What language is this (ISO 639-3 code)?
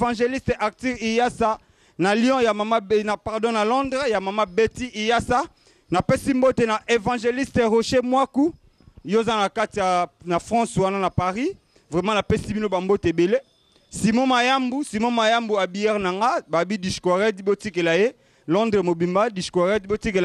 lin